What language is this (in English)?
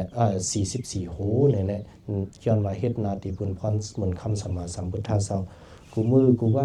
Shan